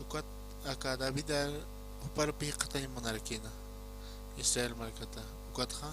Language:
Aymara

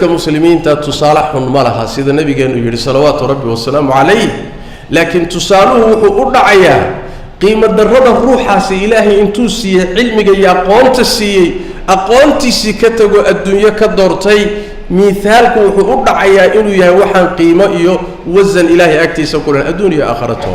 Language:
Somali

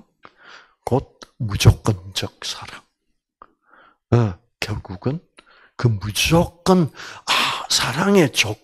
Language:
Korean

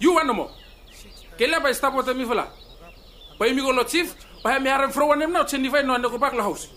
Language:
Bislama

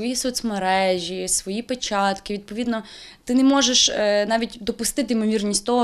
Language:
Ukrainian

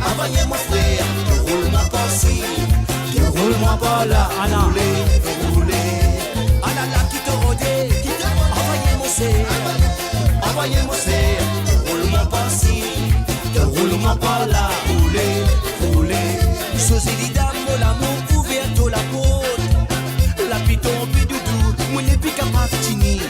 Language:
Morisyen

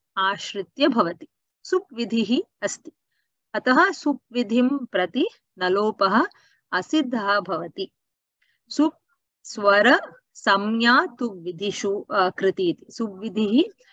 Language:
Sanskrit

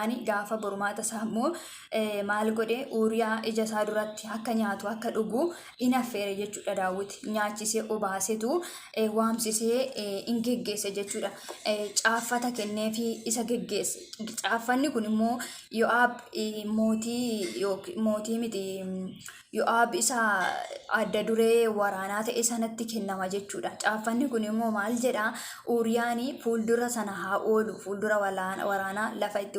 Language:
Oromo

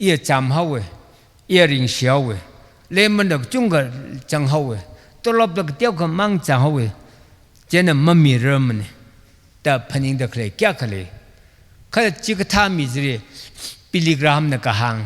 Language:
Tangkhul Naga (India)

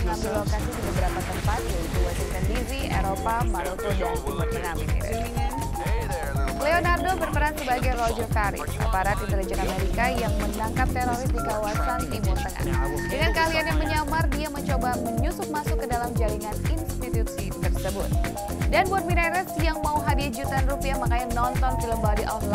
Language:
Indonesian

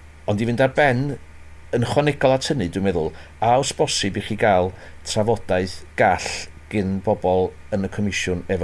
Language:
Welsh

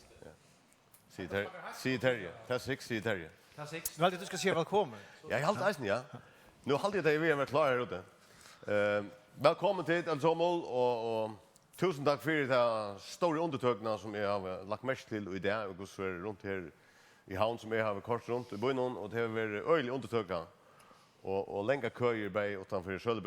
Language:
Faroese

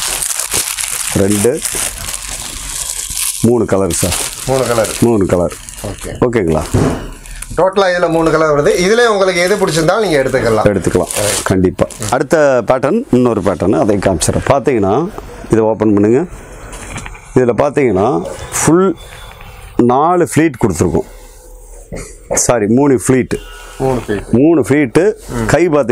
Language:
Tamil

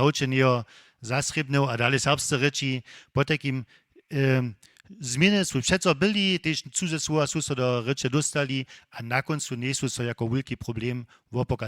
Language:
Upper Sorbian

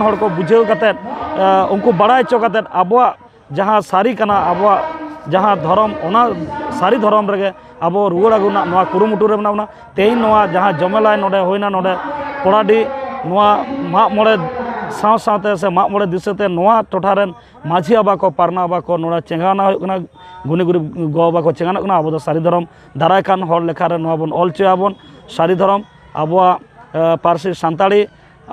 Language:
Santali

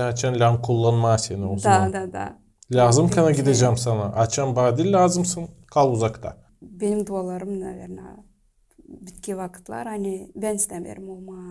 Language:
Gagauz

